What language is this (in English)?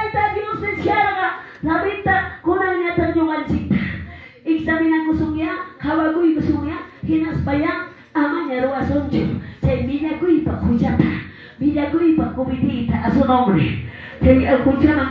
Quechua